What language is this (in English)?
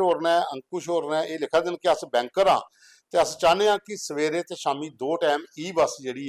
Dogri